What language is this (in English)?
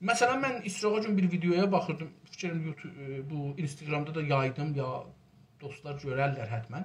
South Azerbaijani